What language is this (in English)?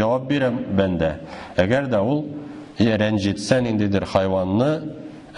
Tatar